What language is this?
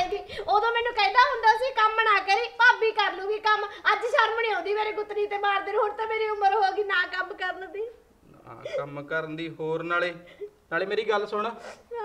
Punjabi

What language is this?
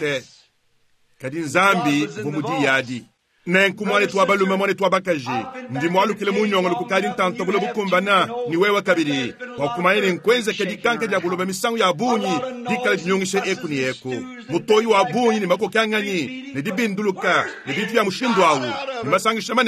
Luba-Lulua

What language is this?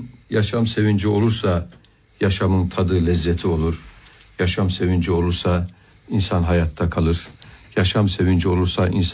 Turkish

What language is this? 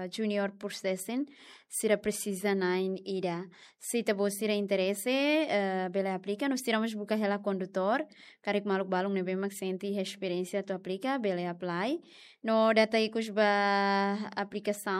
Tetum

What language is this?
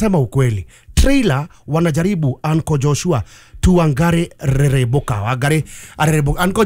Kikuyu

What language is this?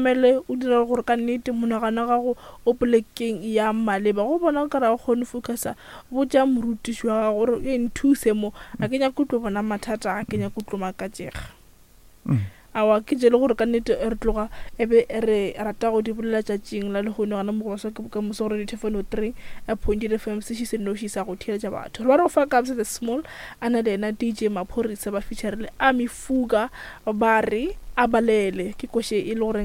Northern Sotho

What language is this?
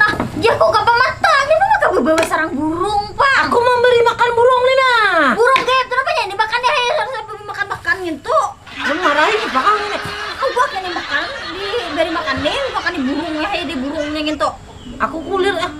Banjar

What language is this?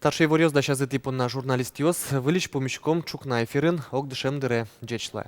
Udmurt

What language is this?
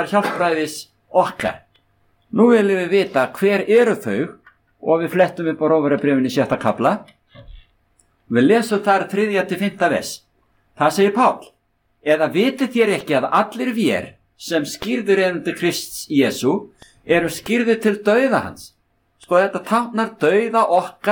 Icelandic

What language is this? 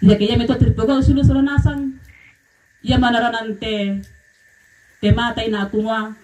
Toraja-Sa'dan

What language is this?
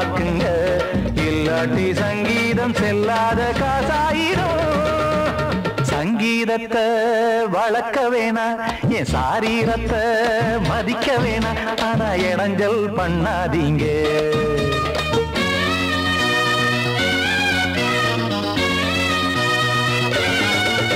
Tamil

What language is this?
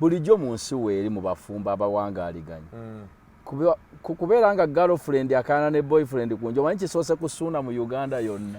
Ganda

